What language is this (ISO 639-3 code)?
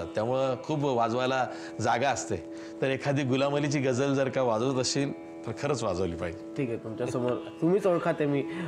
mar